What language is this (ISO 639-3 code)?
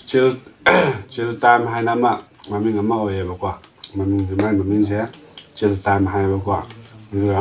mni